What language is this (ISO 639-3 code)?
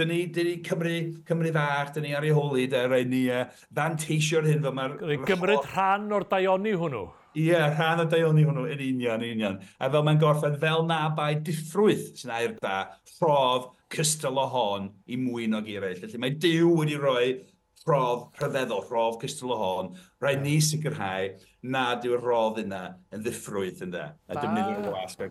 cym